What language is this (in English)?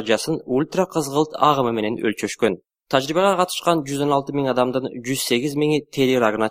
Kyrgyz